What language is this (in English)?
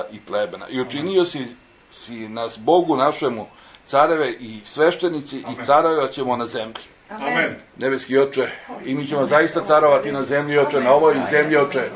Serbian